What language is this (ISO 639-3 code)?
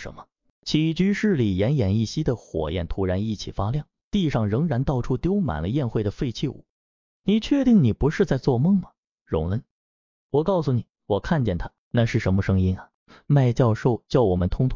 zho